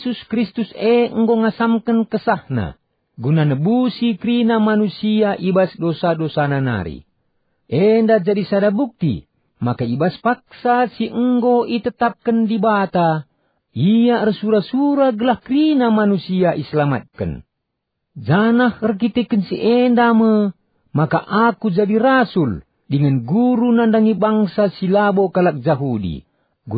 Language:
Batak Karo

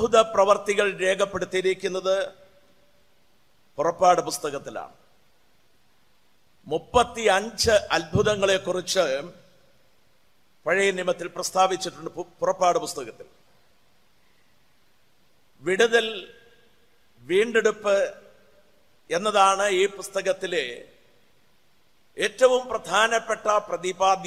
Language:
Malayalam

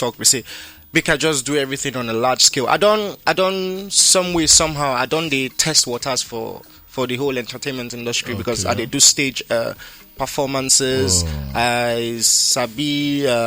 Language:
Nigerian Pidgin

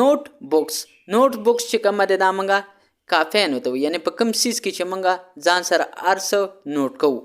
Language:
Pashto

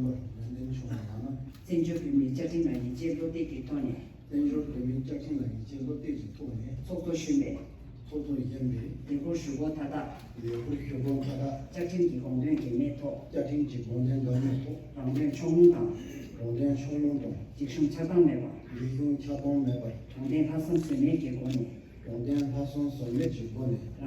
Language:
Tibetan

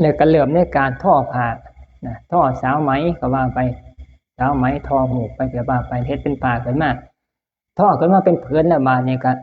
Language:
Lao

